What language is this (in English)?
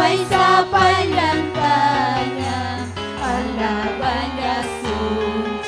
Ayacucho Quechua